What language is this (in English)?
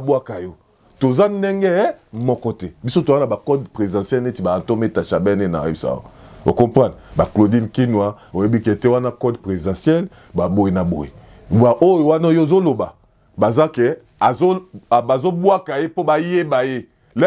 Lingala